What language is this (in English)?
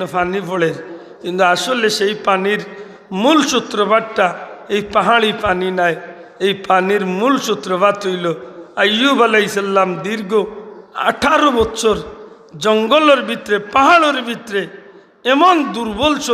Sylheti